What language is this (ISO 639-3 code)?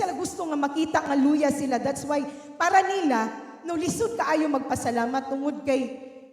ceb